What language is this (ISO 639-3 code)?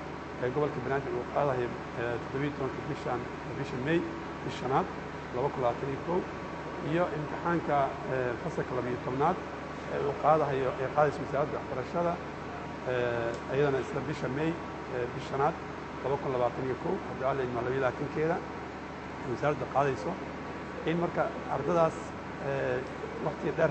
som